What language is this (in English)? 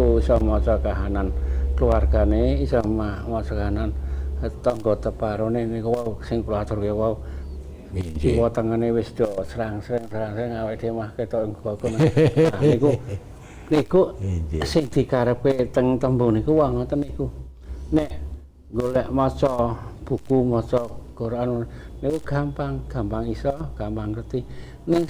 Javanese